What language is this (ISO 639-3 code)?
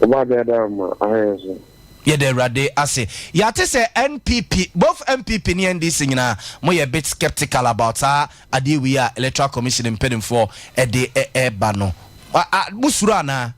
aka